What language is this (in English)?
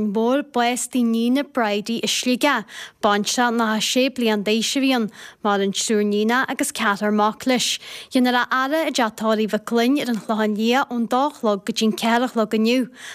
Irish